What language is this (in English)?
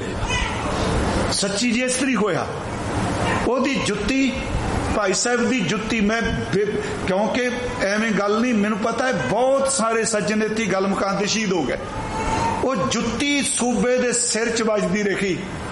Punjabi